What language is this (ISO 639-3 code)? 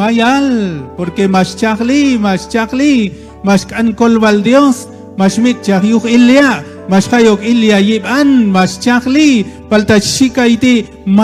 kjb